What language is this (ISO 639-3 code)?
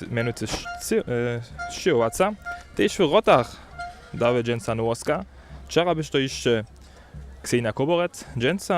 hsb